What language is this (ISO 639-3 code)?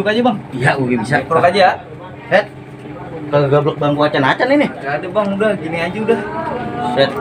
bew